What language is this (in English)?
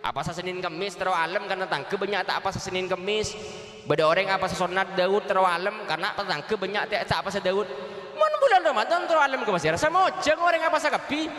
Madurese